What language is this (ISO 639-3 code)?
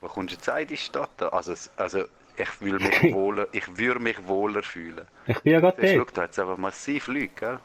gsw